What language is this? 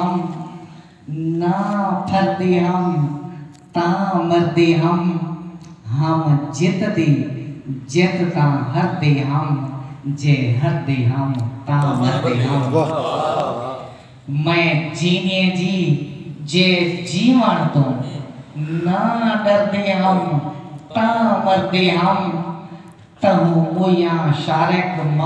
Saraiki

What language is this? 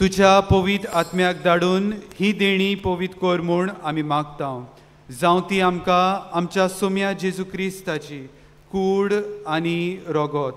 Konkani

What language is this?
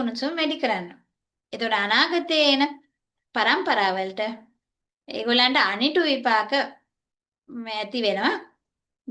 Sinhala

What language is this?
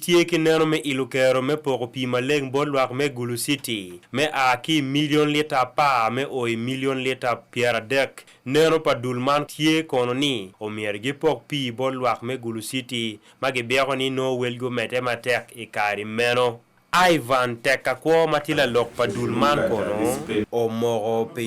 Acoli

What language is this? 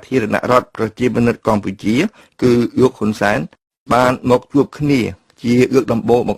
Khmer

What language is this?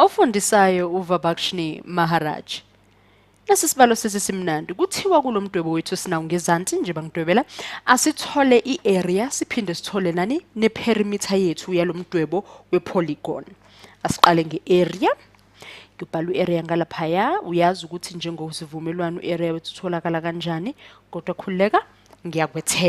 Zulu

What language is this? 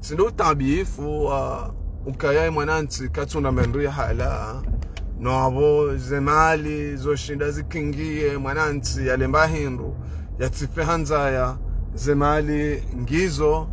Ngazidja Comorian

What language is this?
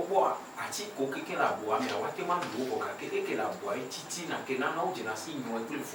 Ewe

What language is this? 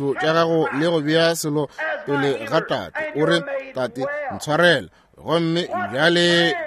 Northern Sotho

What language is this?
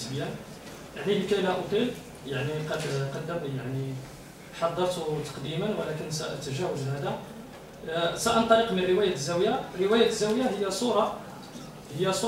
Arabic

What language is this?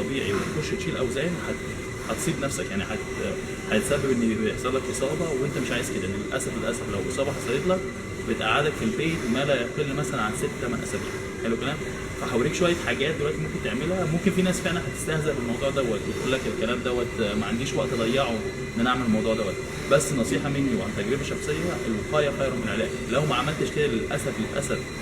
Egyptian Arabic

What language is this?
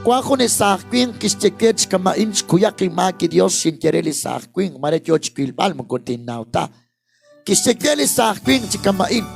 Kekchí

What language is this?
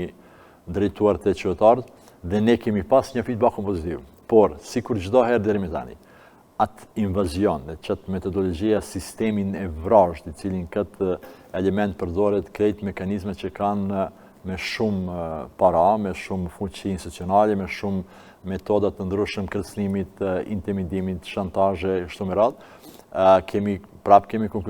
Albanian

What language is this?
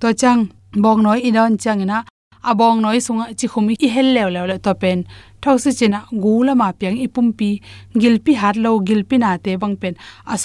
Tedim Chin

